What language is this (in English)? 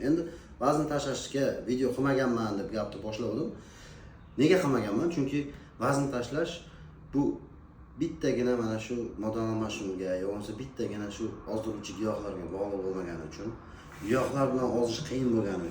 Uzbek